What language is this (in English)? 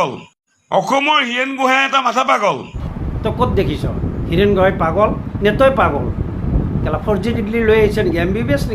Assamese